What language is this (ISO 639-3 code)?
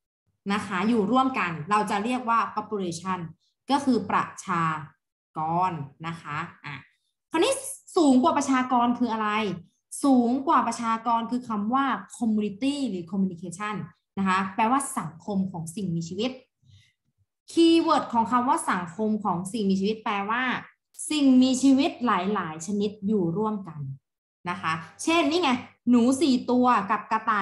tha